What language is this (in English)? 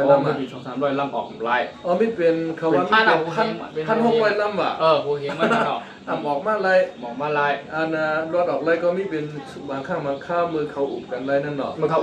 Shan